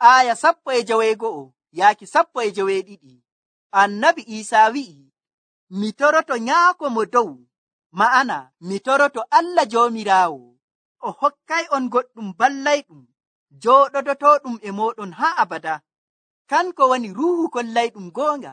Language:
Nigerian Fulfulde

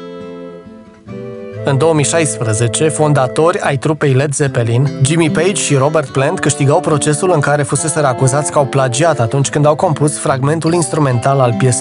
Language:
Romanian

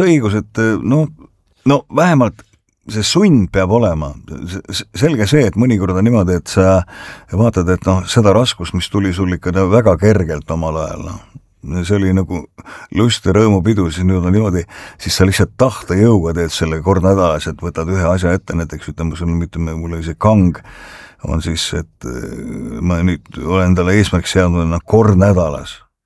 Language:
Estonian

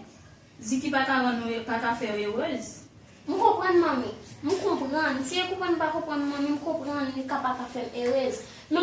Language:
Haitian Creole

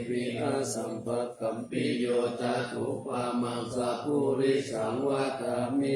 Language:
Pali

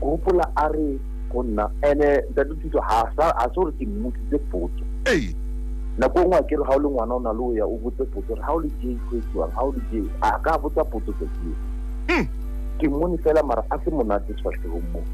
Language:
Southern Sotho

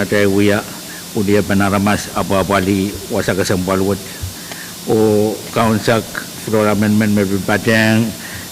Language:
Pohnpeian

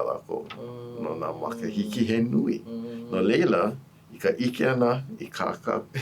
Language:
Hawaiian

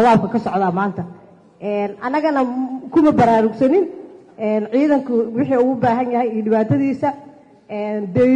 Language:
Somali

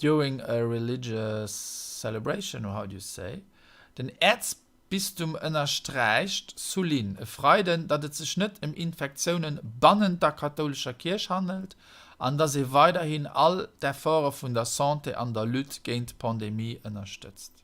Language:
Luxembourgish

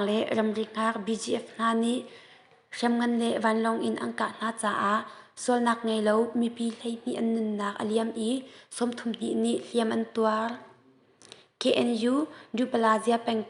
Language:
Hakha Chin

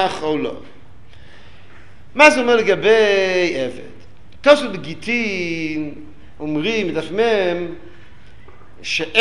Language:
Hebrew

